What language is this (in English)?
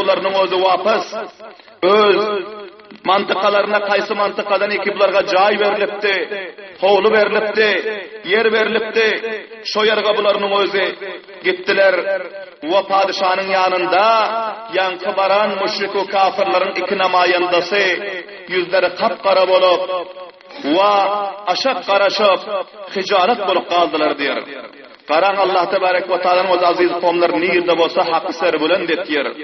Turkmen